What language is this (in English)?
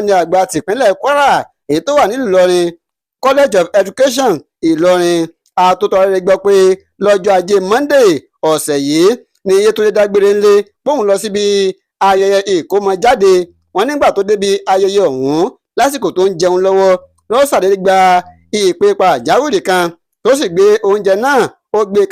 Yoruba